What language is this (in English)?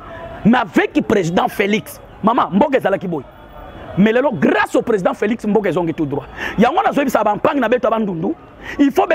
Lingala